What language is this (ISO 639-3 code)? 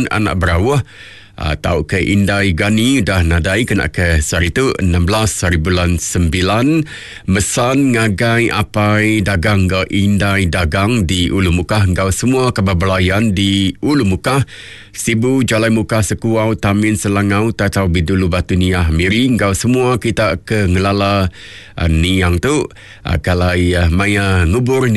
iba